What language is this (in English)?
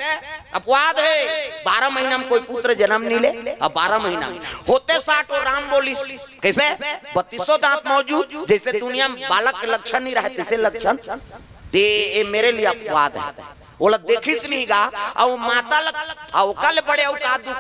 Chhattisgarhi